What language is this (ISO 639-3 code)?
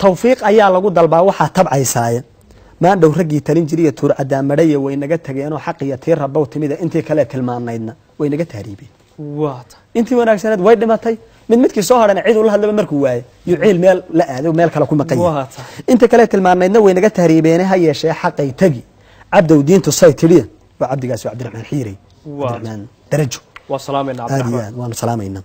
som